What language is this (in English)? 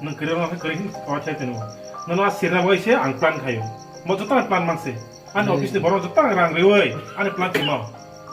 Kok Borok